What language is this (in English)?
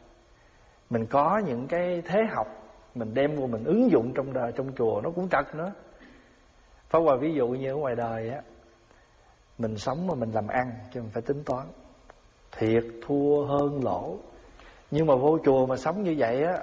Vietnamese